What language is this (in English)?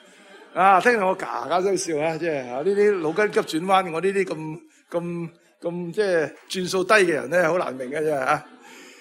Cantonese